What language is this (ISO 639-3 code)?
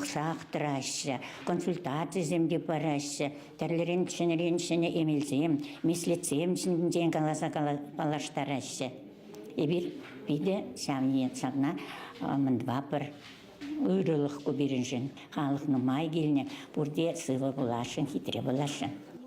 chv